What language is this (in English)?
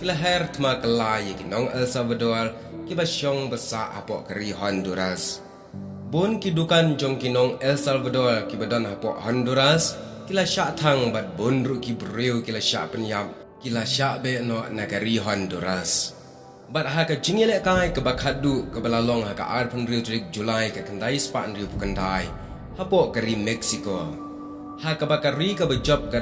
Khasi